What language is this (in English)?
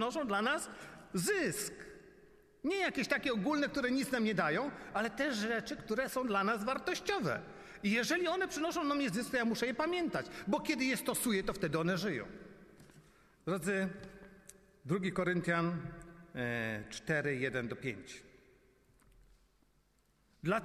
Polish